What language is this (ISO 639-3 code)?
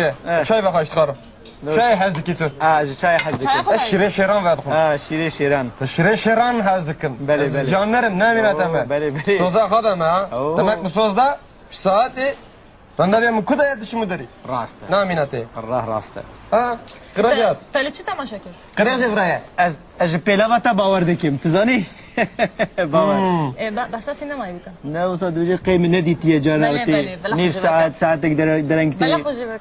kur